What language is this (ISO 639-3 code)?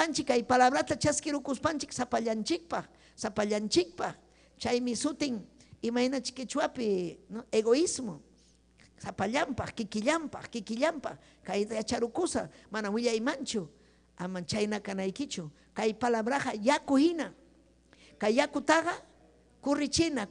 quy